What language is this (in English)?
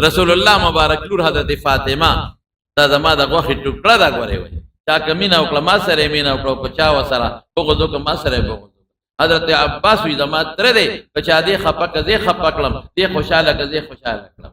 Pashto